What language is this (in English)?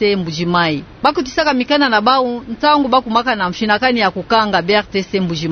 Kituba (Democratic Republic of Congo)